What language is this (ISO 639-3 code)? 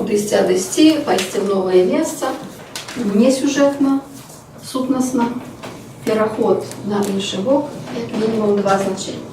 bel